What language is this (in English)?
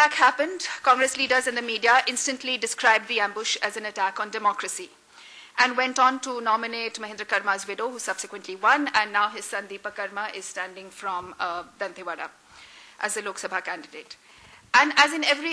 English